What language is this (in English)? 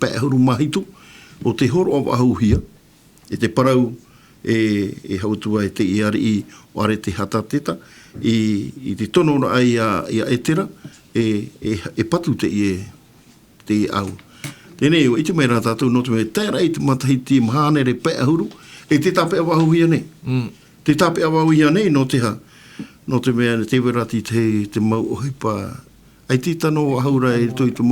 Tahitian